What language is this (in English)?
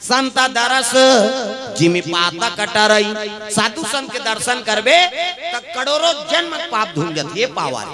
Chhattisgarhi